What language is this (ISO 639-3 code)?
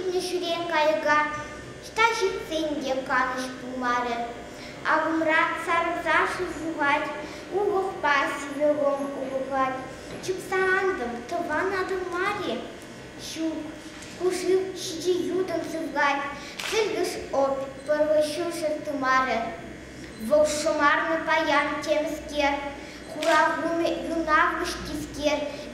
chv